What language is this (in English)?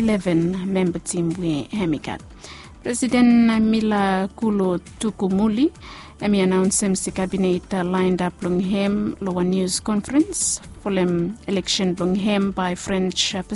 Bislama